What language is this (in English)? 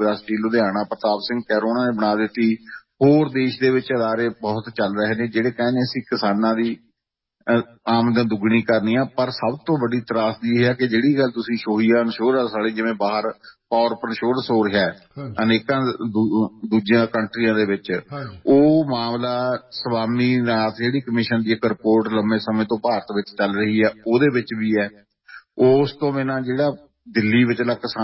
Punjabi